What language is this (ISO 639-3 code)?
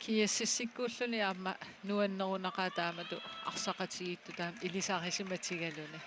kal